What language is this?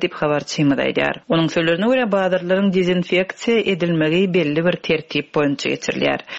Turkmen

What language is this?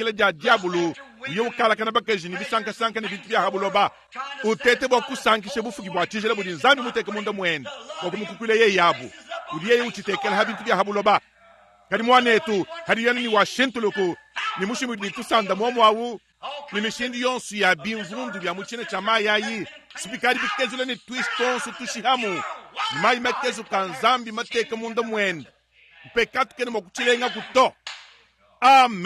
Luba-Lulua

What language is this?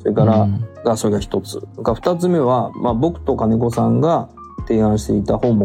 Japanese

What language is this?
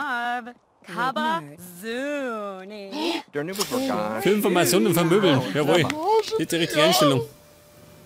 Bavarian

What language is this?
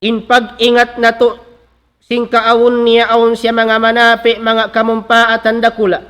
Tausug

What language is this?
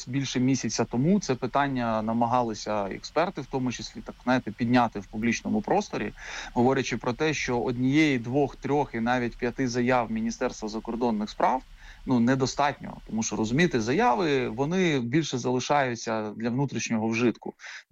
Ukrainian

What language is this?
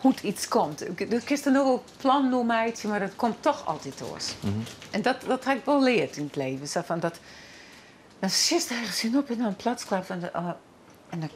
Western Frisian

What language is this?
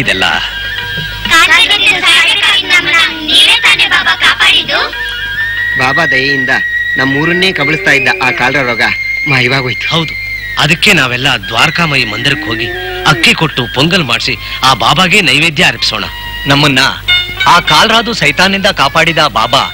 Kannada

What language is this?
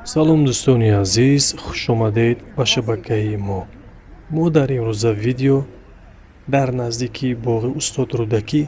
Tajik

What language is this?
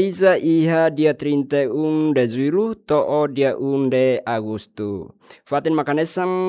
Tetum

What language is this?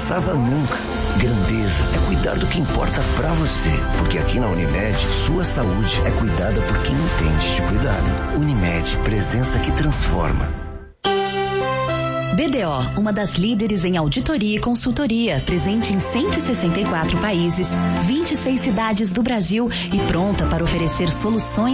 Portuguese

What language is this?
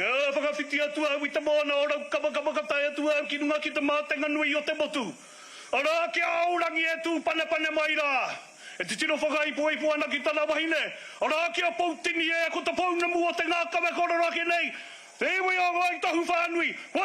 Māori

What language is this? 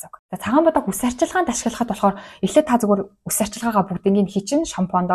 Mongolian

